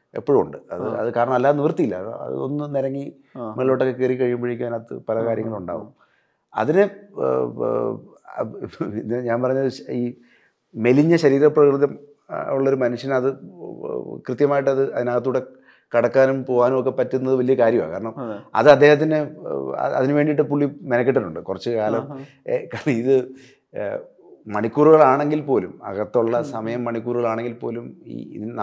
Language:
Malayalam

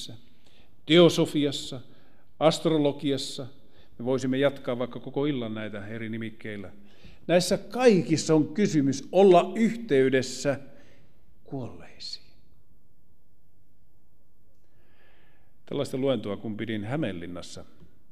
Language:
Finnish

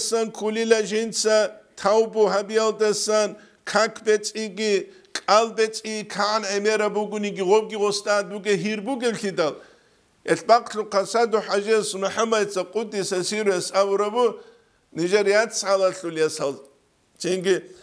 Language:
Avaric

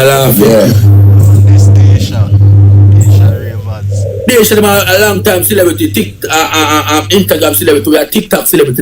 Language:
Jamaican Creole English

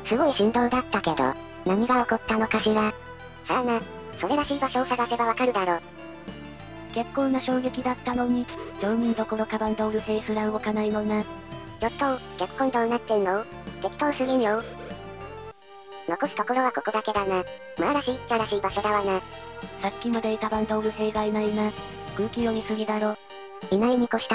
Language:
Japanese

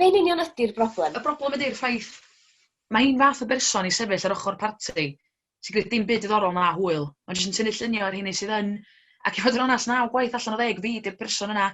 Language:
Welsh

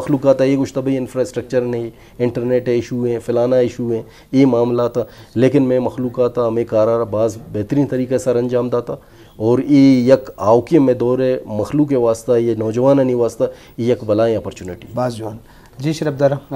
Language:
Eastern Balochi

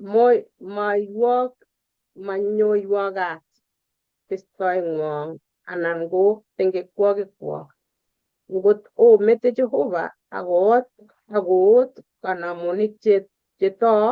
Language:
Kalenjin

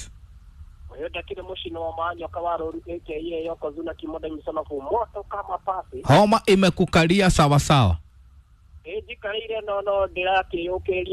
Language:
Kikuyu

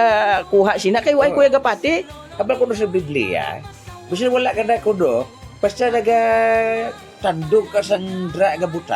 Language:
Hiligaynon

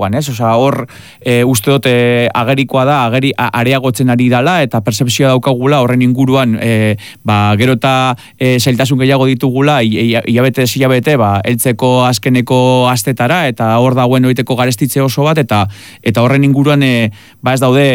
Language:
Basque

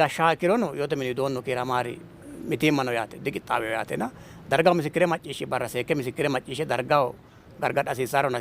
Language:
Sidamo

